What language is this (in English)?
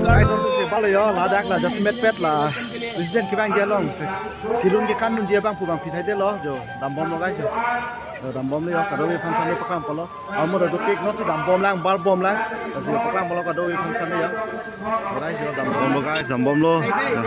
Karbi